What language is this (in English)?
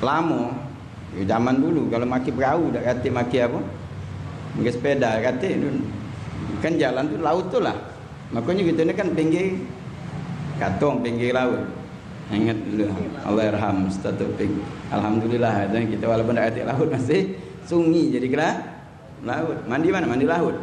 Musi